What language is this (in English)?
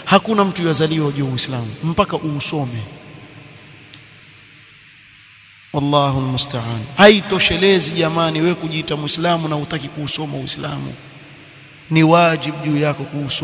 Swahili